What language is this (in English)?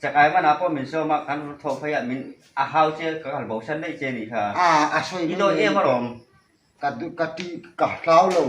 Hmar